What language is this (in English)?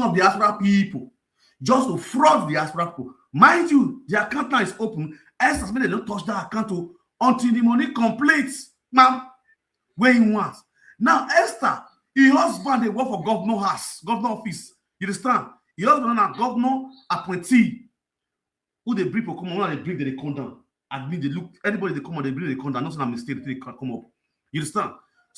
Nigerian Pidgin